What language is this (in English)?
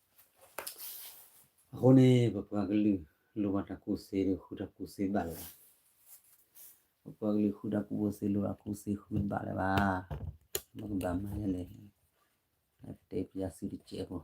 S'gaw Karen